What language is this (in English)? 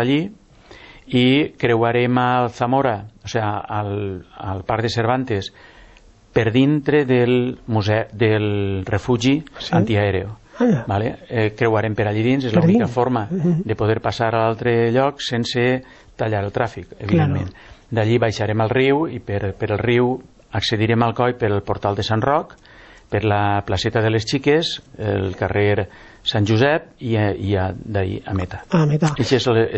Catalan